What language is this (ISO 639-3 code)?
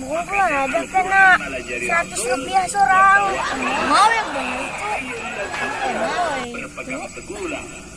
bjn